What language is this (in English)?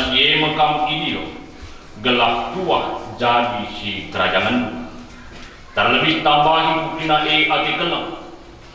Batak Karo